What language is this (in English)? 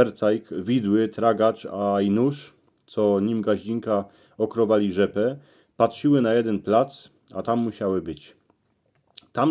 Silesian